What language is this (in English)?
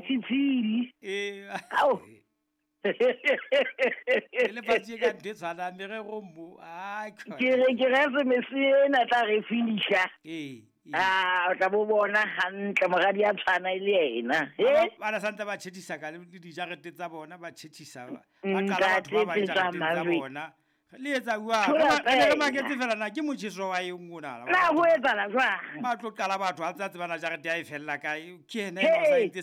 Southern Sotho